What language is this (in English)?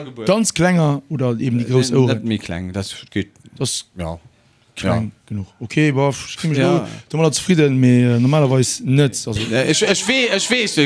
Luxembourgish